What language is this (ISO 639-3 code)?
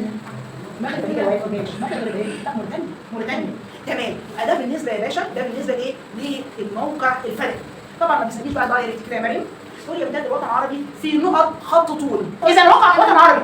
arz